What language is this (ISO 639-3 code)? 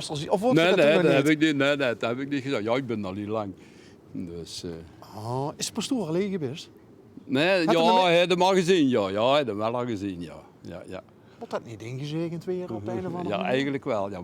lim